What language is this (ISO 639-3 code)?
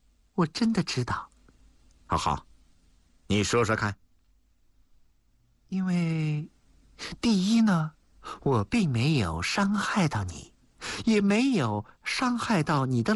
zho